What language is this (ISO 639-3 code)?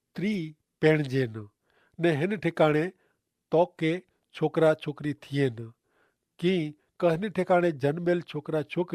kfr